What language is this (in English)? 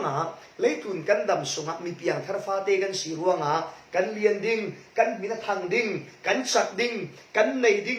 Falam Chin